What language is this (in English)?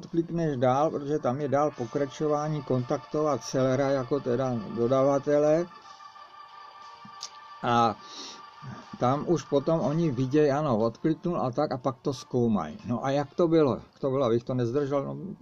Czech